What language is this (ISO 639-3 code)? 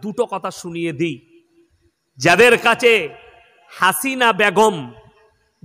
ben